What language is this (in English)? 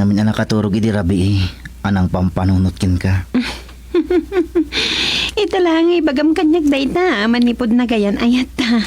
Iloko